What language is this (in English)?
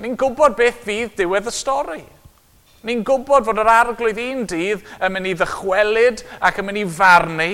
Welsh